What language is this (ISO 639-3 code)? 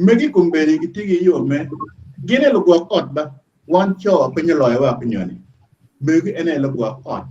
ach